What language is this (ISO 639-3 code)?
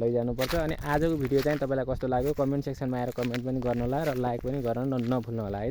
nep